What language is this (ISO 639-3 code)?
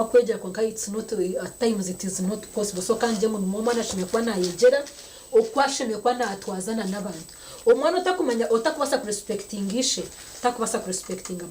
nyn